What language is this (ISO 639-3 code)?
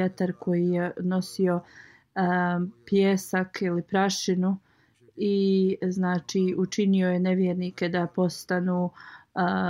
bos